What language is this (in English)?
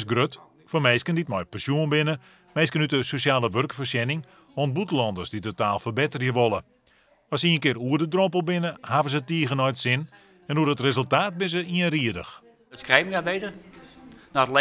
Western Frisian